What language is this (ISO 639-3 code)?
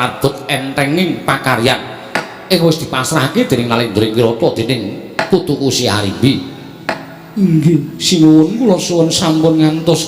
jav